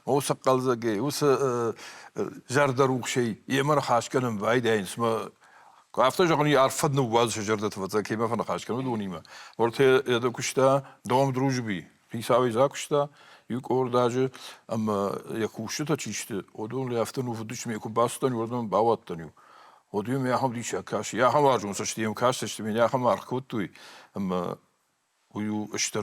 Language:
Ossetic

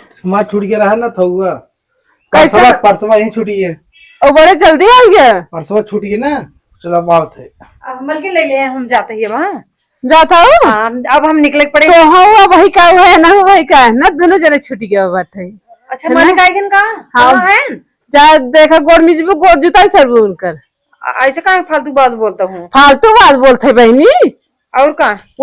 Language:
Awadhi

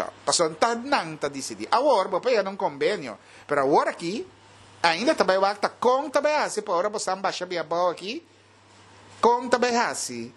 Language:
Papiamento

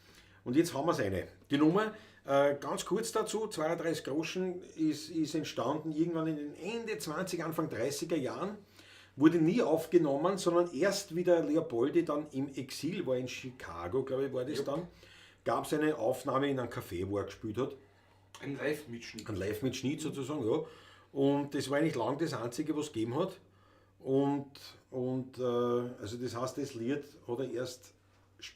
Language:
Bavarian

